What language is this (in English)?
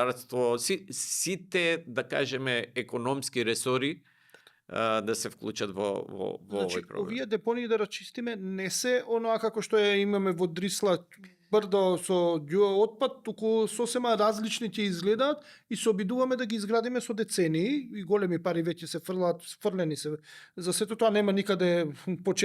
Macedonian